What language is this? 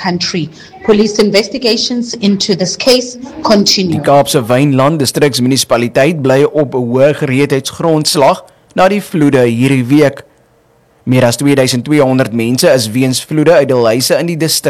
Afrikaans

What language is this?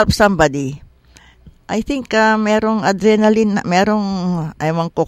Filipino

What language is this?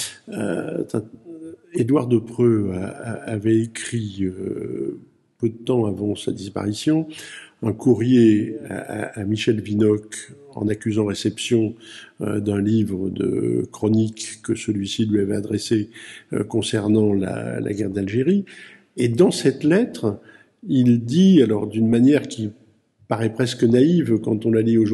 French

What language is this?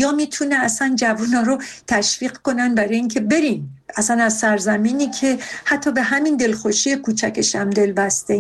Persian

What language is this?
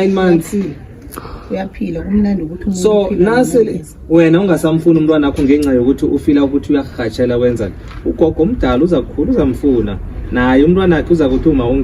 Zulu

